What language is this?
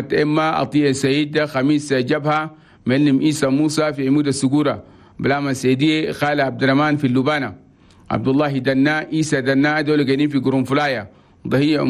Chadian Arabic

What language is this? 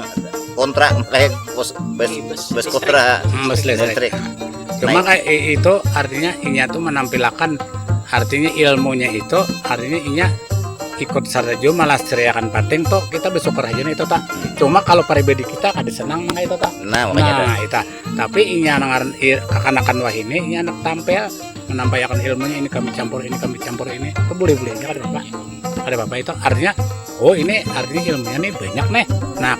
Banjar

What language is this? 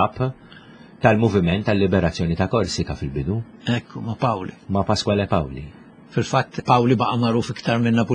Maltese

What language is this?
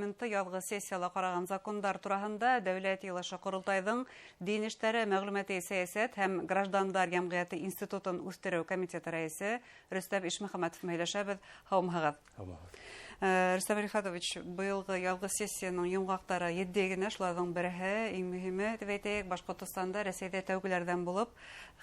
Bashkir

